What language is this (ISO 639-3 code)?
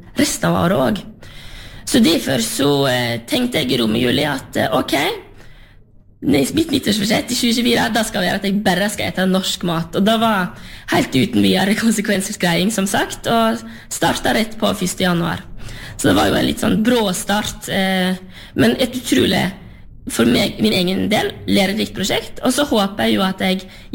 nor